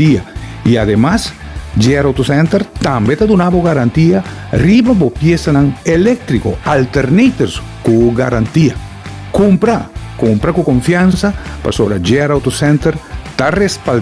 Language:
Papiamento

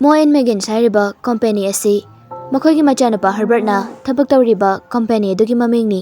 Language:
Manipuri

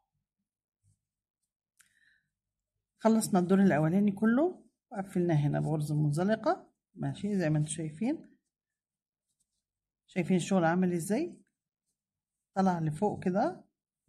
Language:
Egyptian Arabic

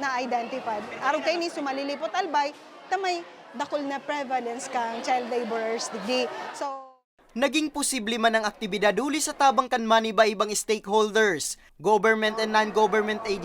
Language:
Bikol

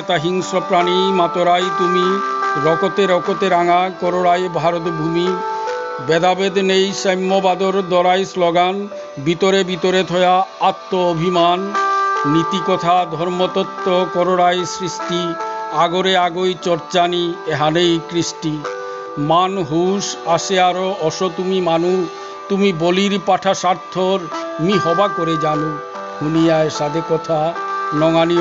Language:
Bishnupriya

